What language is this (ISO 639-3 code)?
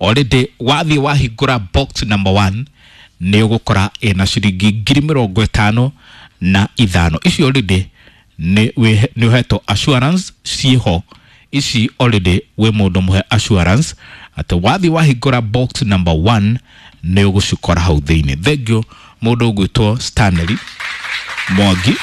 kik